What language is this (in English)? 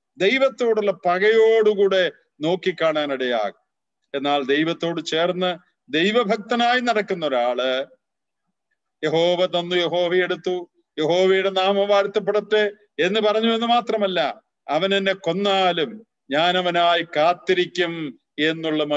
Malayalam